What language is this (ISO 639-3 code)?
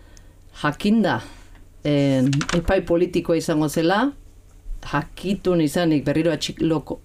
eus